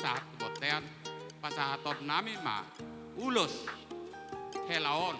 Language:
Batak Toba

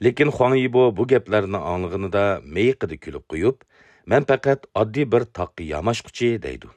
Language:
Uyghur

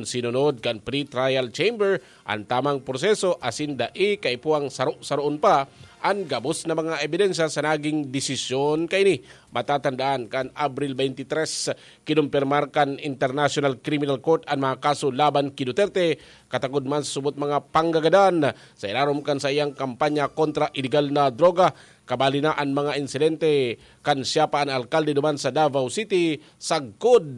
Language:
Bikol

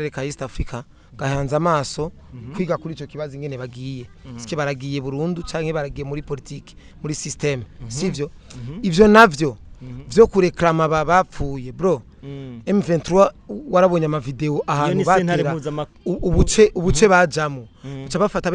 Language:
Rundi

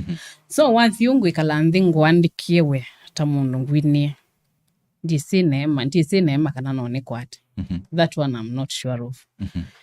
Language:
Kamba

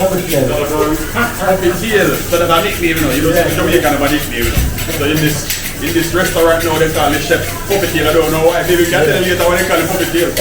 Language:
Jamaican Creole English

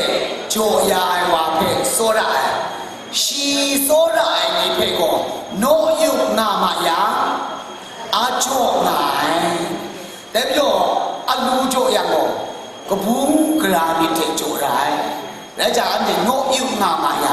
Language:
Kachin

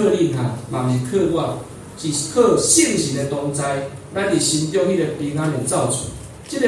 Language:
Min Nan Chinese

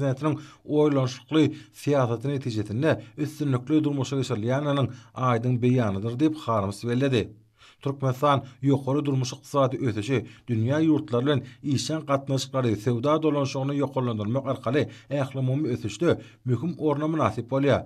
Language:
Turkmen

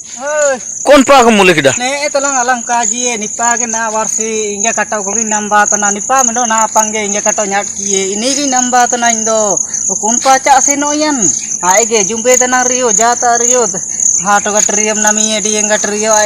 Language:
Ho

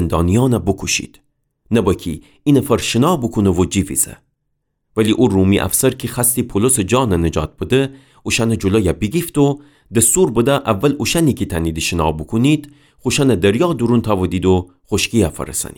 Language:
Gilaki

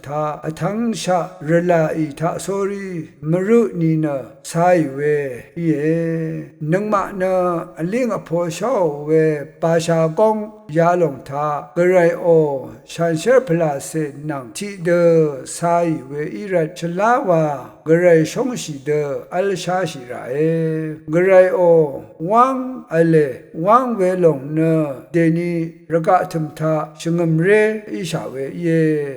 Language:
Rawang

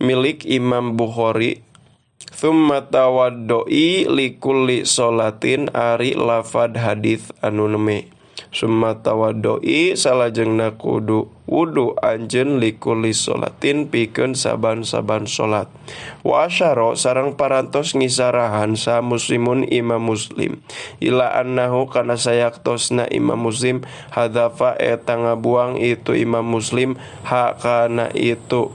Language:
Sundanese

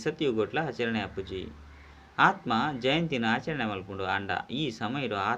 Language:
Tulu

